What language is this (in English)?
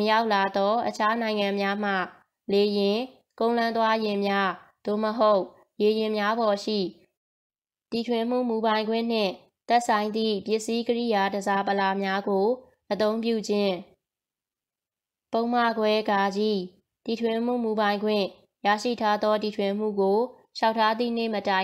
Burmese